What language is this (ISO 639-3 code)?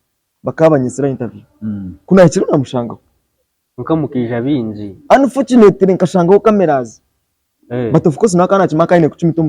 nyn